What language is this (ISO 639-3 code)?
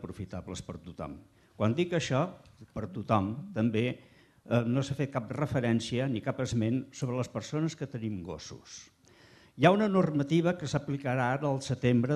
cat